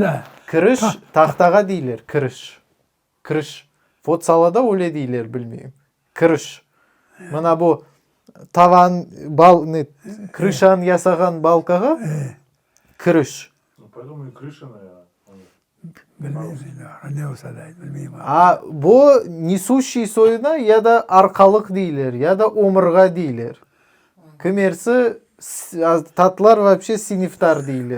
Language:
Crimean Tatar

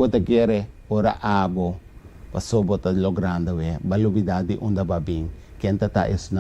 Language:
Papiamento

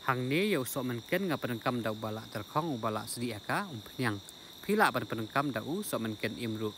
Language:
Khasi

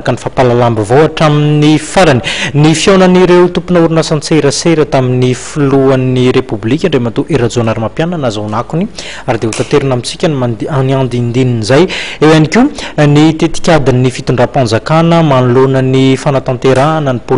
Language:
Malagasy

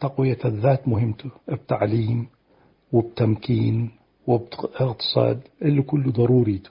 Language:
Tigre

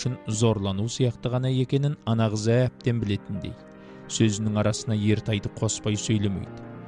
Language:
Kazakh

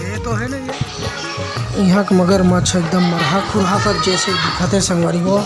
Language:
Chhattisgarhi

